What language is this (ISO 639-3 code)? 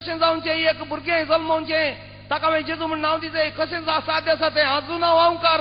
kok